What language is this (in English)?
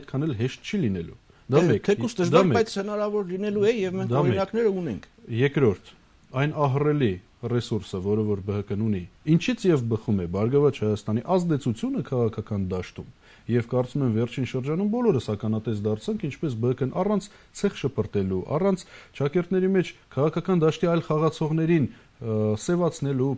Armenian